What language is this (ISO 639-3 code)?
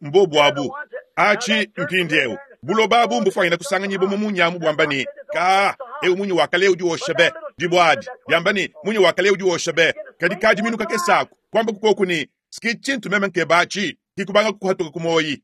lua